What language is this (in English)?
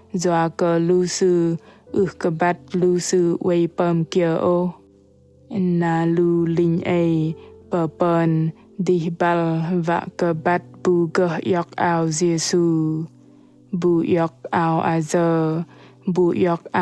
Bahnar